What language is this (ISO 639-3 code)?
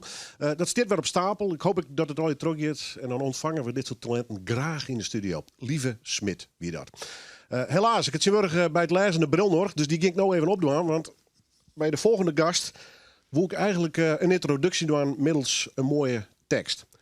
fry